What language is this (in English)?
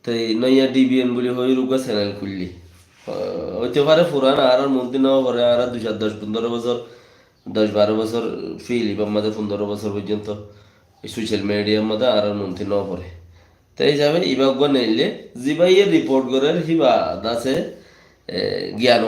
Rohingya